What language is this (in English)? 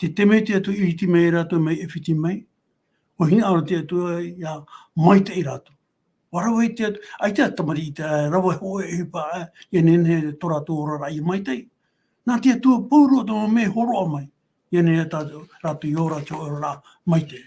Tahitian